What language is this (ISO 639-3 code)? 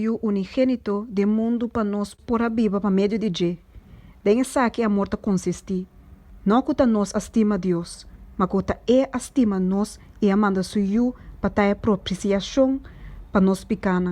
pap